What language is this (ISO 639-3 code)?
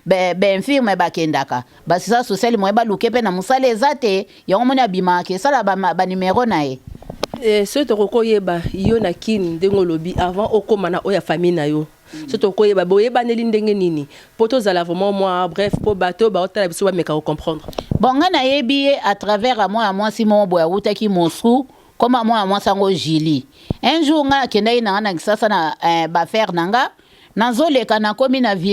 lin